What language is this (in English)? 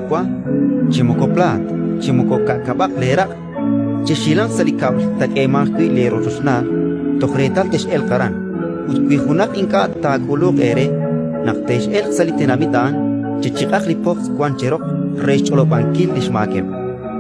Kekchí